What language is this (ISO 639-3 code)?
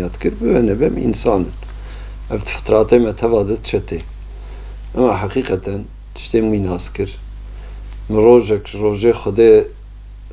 kur